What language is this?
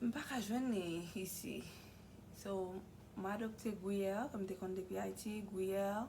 Haitian Creole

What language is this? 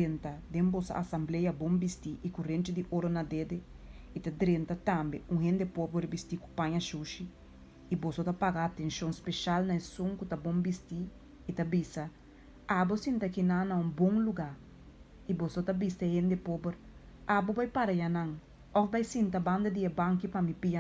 Papiamento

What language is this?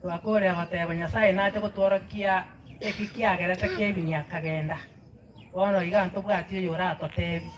Gusii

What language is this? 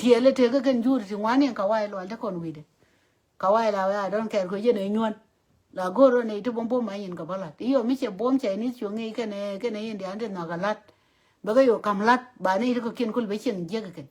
Nuer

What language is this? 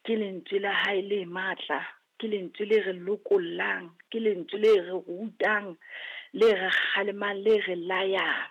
Southern Sotho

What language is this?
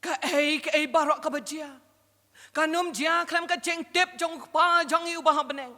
Khasi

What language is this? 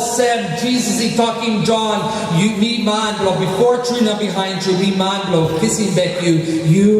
Tok Pisin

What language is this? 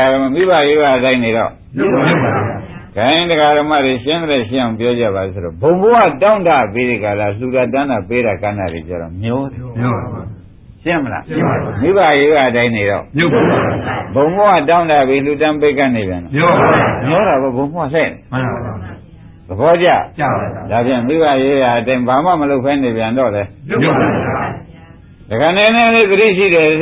Burmese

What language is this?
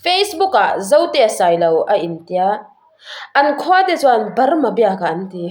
Mizo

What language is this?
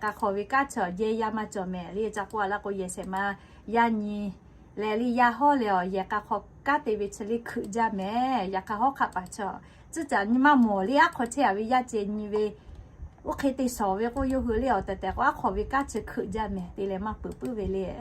Lahu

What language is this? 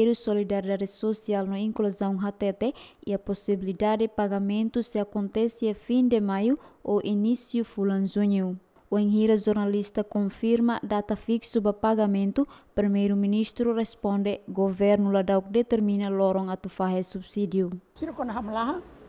Tetum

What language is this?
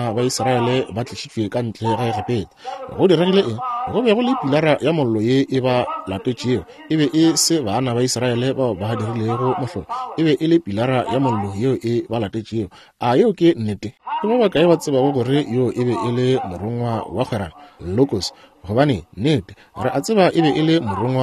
Northern Sotho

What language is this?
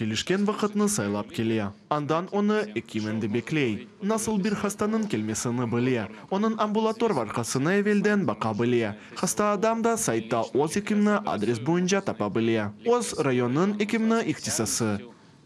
Crimean Tatar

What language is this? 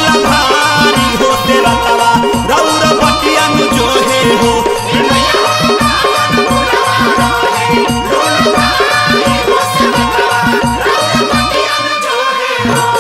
Bhojpuri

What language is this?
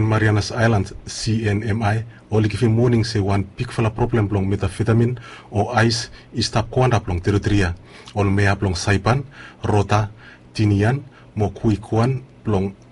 Bislama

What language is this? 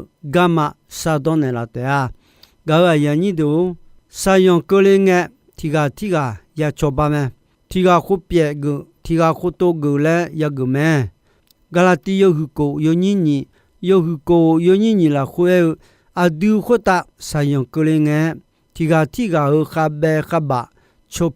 Akha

